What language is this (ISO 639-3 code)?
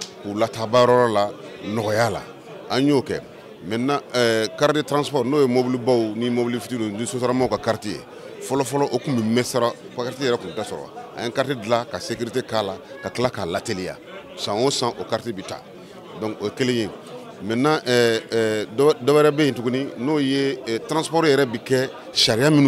bam